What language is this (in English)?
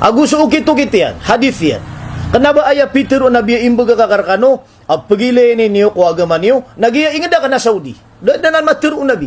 Maranao